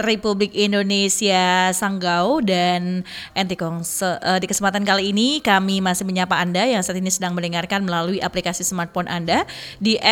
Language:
Indonesian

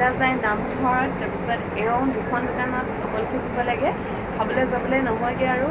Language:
Assamese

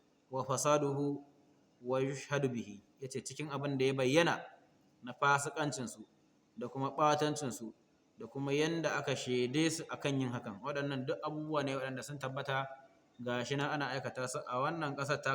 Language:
Hausa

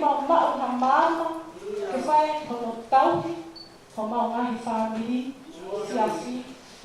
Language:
Tongan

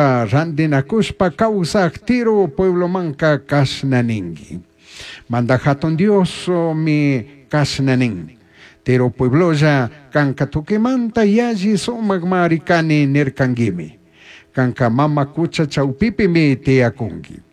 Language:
Chimborazo Highland Quichua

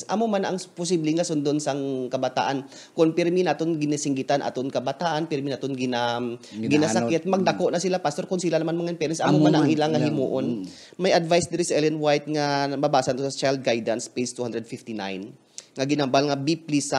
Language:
Hiligaynon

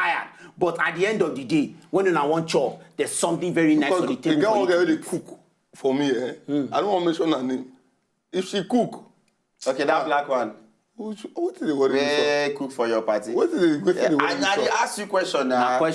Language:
Nigerian Pidgin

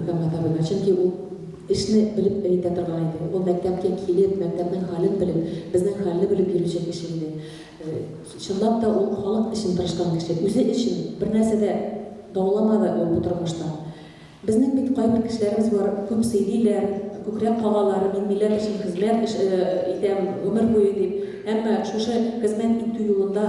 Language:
Tatar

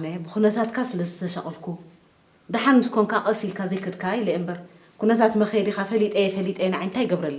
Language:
Tigrinya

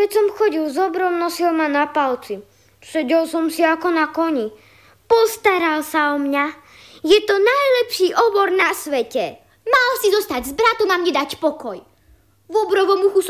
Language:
Slovak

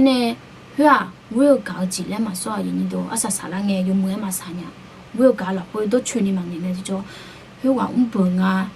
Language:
Akha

